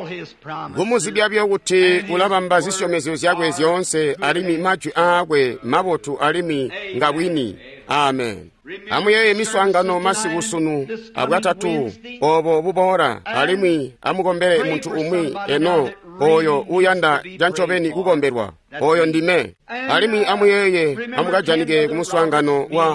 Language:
Tonga (Zambia)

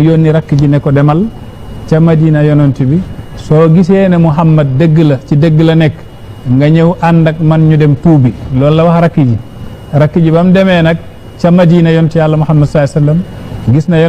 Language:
Wolof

